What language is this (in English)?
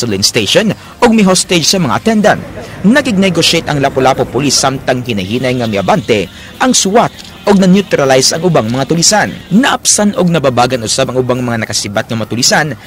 Cebuano